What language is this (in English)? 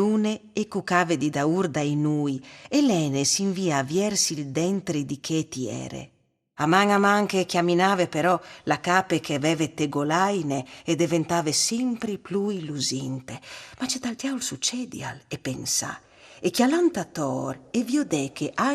Friulian